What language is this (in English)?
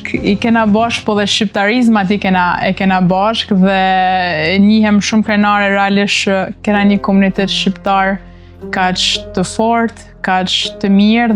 Albanian